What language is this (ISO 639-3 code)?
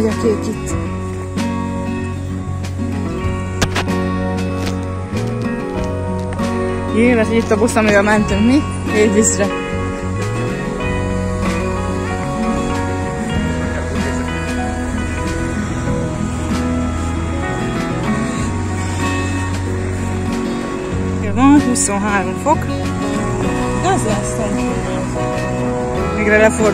hun